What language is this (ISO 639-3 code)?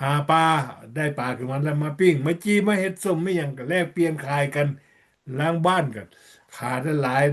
lao